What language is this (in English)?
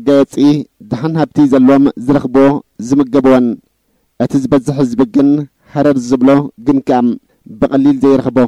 Tigrinya